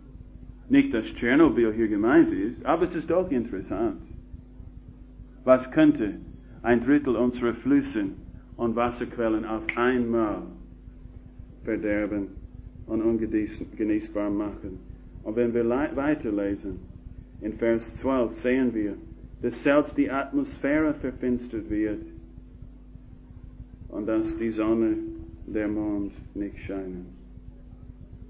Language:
German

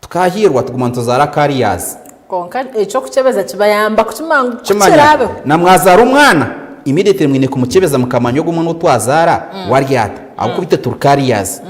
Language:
Nyankole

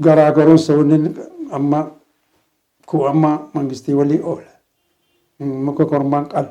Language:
Oromo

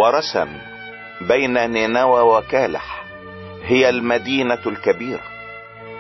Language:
Egyptian Arabic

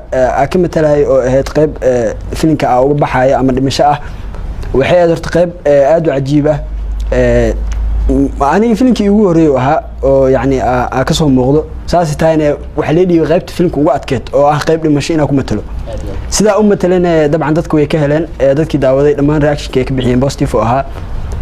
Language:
Somali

